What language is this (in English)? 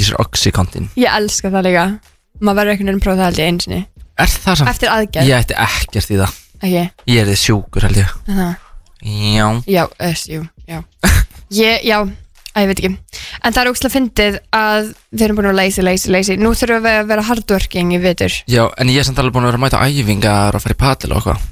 Icelandic